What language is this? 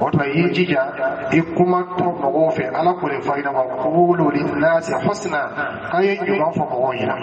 Dyula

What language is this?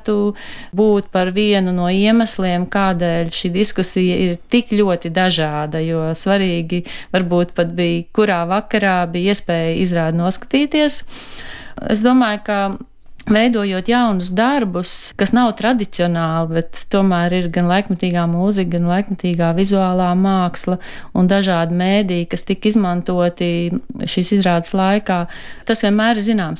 Latvian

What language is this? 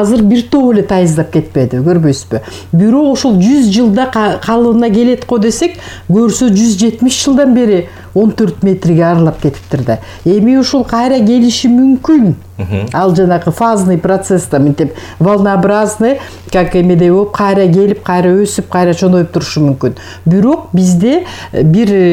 Kyrgyz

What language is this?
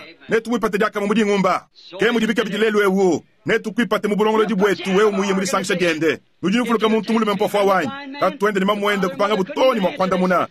Luba-Lulua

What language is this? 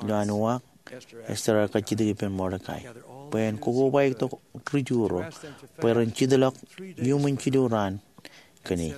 Marshallese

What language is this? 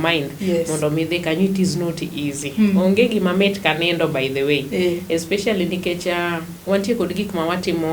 Luo (Kenya and Tanzania)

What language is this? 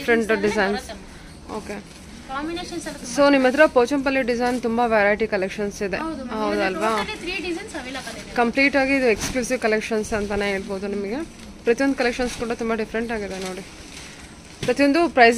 Kannada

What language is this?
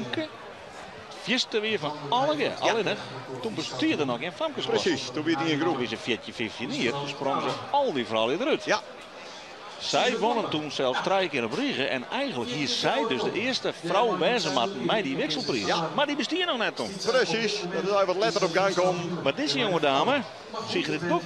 Western Frisian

